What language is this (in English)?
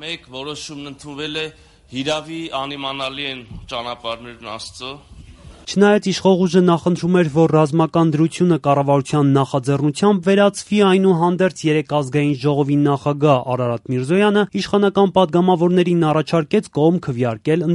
Armenian